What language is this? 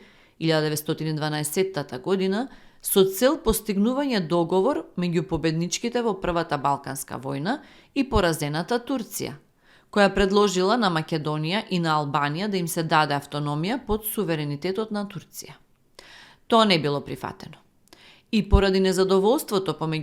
Macedonian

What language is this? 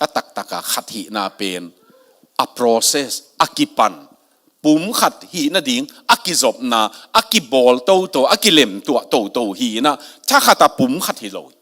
Tedim Chin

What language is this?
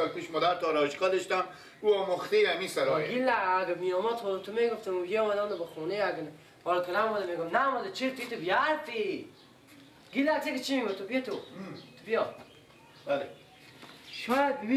Persian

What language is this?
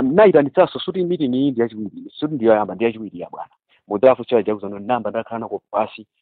Nyanja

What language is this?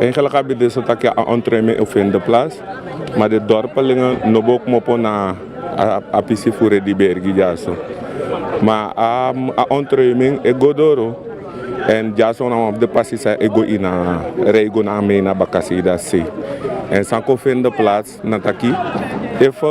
Sranan Tongo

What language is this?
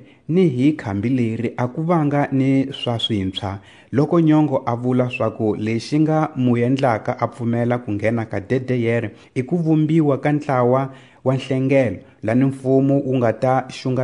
Tsonga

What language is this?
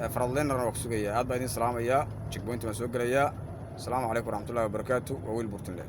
Somali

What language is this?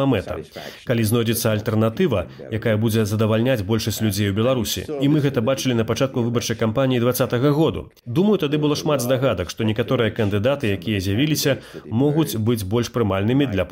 Belarusian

